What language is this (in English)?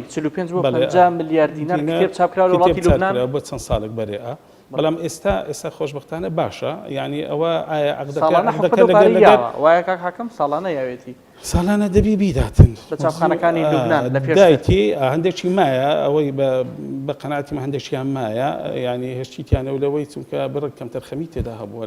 Central Kurdish